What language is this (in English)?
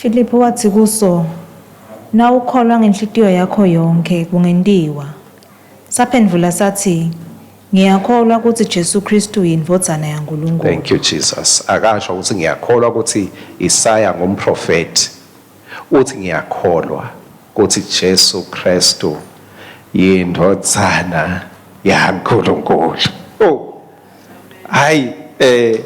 Swati